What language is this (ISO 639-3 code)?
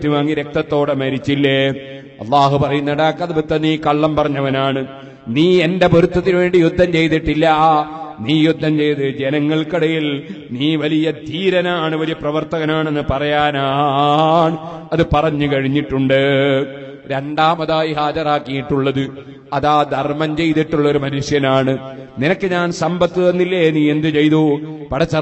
mal